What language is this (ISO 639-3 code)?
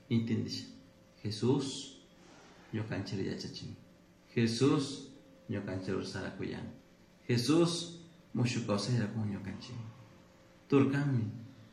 qug